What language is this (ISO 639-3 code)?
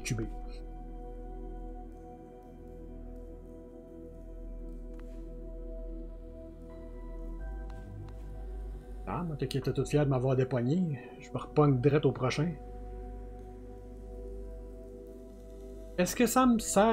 fra